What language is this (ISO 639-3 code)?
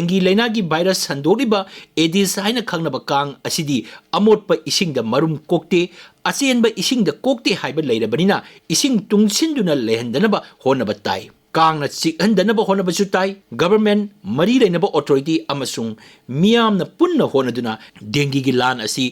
mni